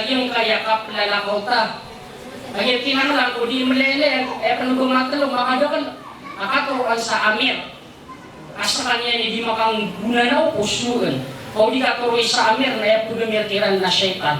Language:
Maranao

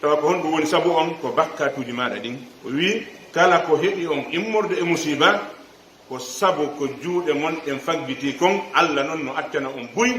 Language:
Pular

